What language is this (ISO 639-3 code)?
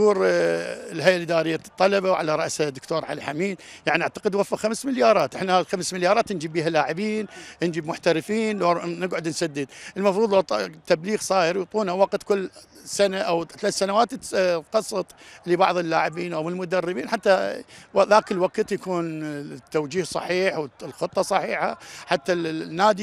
acm